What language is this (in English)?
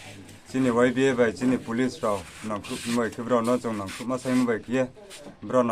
Riang (India)